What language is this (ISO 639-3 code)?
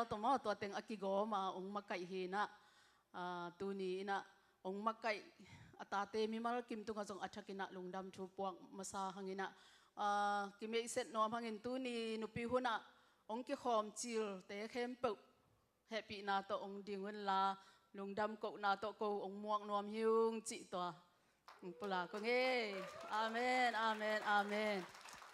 ctd